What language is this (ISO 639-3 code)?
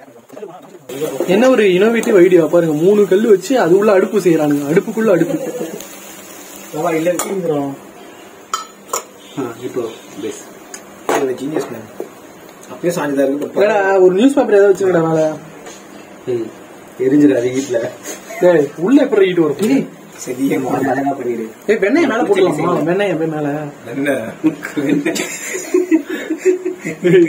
tam